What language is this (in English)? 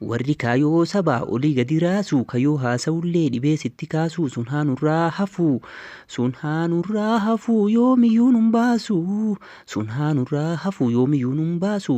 Oromo